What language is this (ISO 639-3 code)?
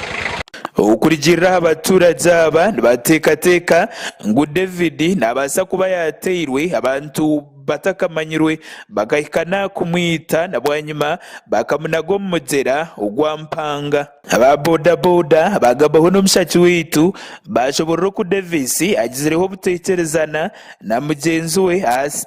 nyn